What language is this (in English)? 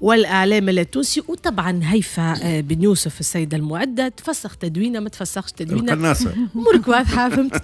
Tunisian Arabic